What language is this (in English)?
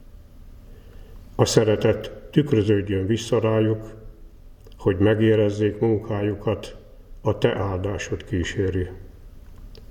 Hungarian